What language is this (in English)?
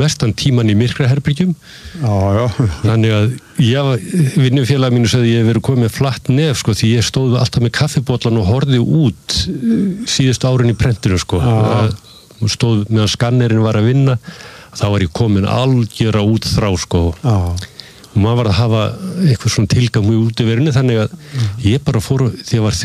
Icelandic